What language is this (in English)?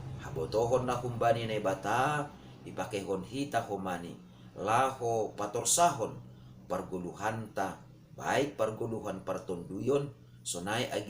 Batak Simalungun